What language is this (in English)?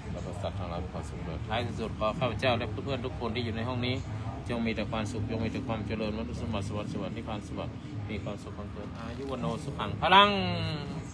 Pali